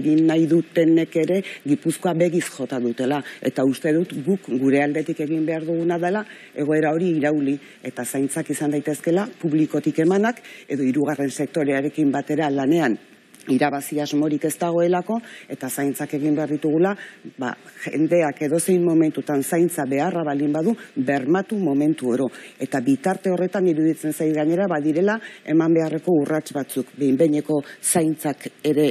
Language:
Basque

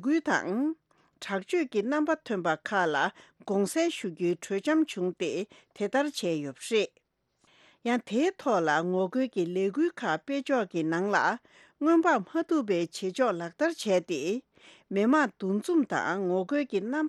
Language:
Tibetan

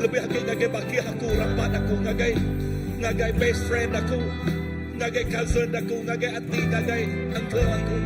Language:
Iban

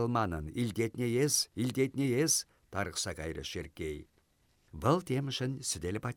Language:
Chuvash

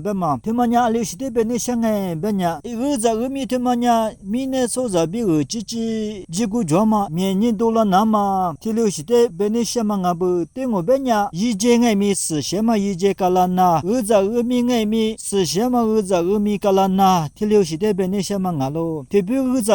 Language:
Lisu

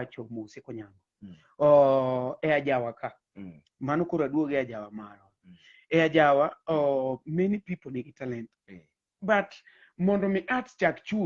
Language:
Luo (Kenya and Tanzania)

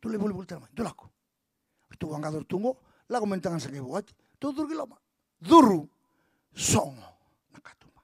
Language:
Fijian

